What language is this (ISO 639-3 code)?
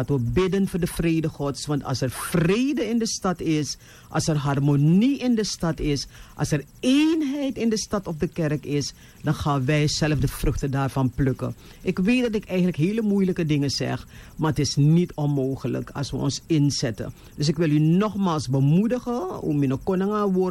nld